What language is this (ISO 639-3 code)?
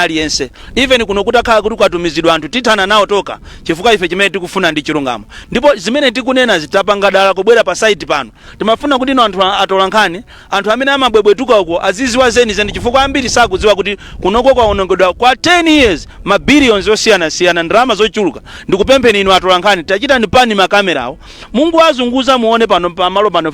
nya